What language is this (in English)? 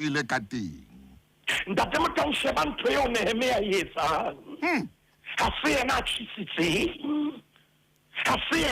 Southern Sotho